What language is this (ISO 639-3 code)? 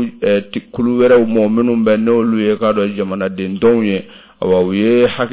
bam